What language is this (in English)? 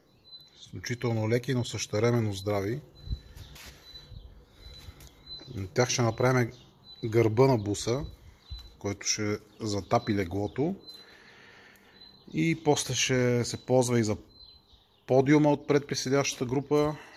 Bulgarian